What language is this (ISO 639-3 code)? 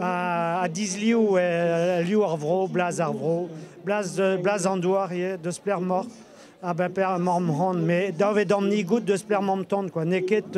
bre